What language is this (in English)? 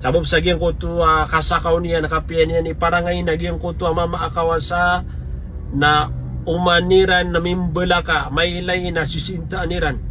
Maranao